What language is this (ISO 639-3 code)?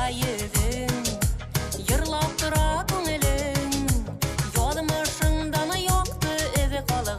bak